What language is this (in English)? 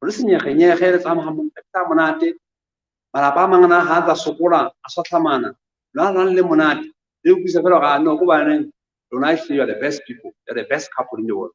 Southern Sotho